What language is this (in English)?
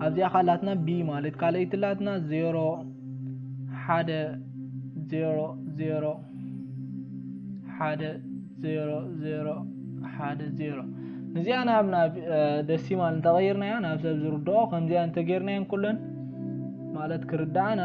Tigrinya